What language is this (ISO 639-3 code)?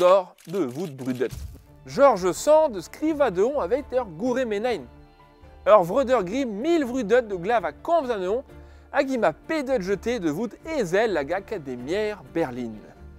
bre